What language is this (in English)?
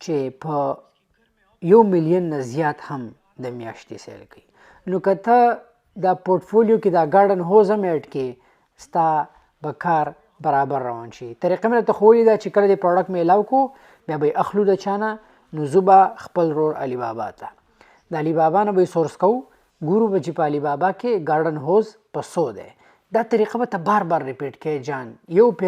Pashto